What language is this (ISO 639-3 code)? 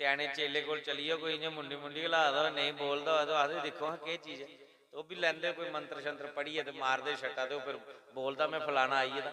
doi